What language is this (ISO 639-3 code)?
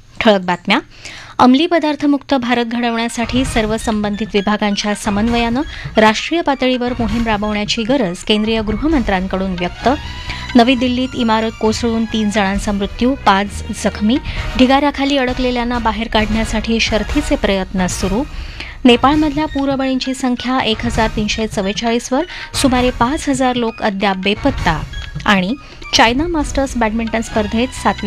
mar